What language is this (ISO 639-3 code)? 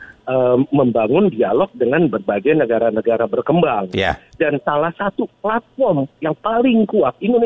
ind